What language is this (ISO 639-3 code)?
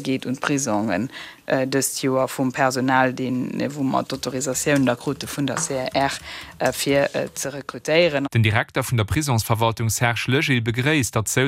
ltz